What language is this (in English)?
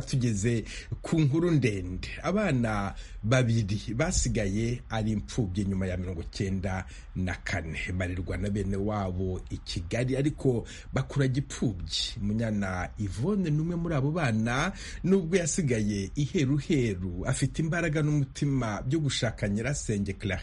Kinyarwanda